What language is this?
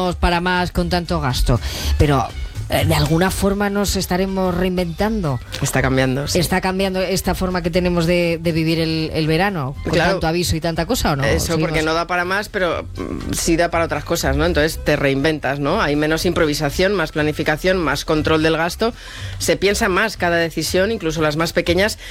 Spanish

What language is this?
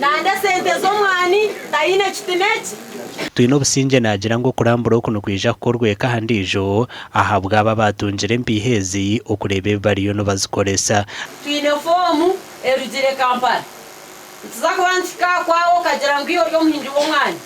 Nyankole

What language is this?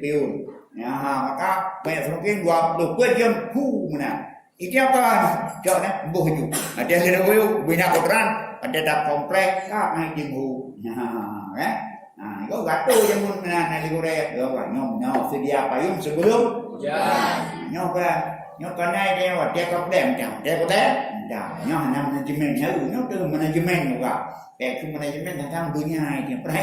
Achinese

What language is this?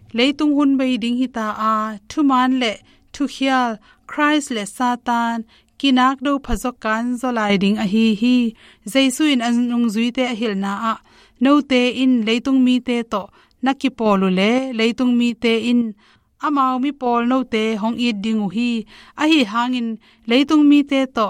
Tedim Chin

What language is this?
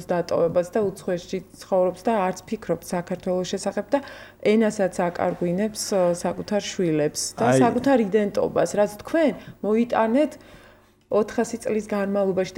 Georgian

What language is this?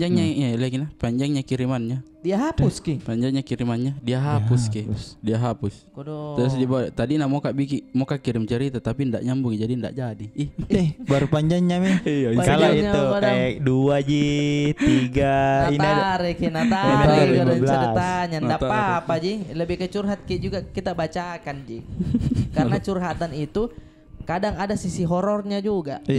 Makassar Malay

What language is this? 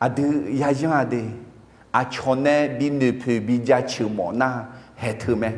Akha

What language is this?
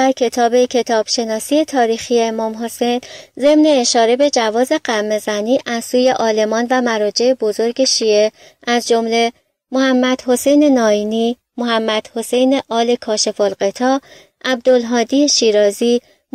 Persian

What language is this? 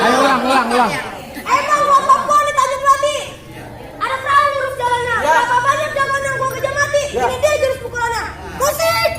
Betawi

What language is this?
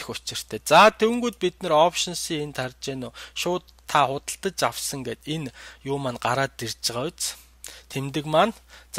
Mongolian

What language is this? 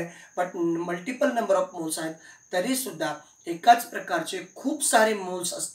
Marathi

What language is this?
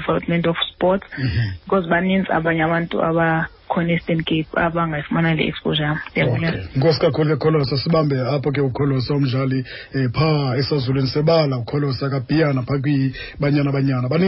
Xhosa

